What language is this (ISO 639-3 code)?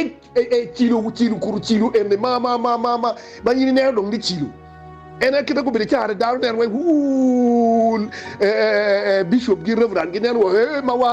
ach